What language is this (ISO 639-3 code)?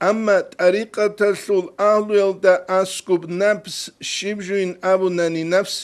ava